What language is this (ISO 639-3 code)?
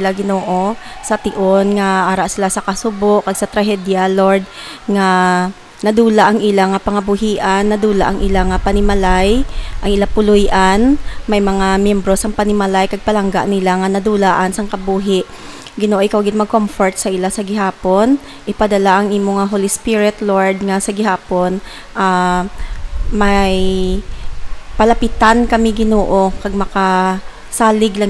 hil